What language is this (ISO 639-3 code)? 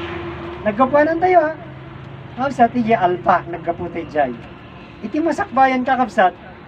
ilo